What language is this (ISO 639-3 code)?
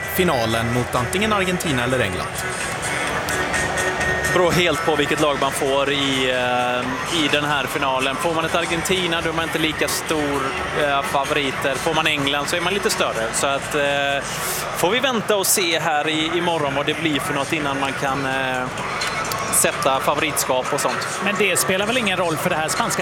swe